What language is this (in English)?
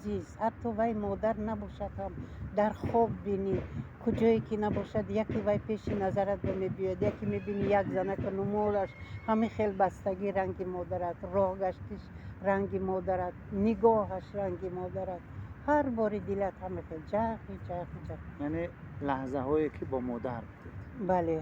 Tajik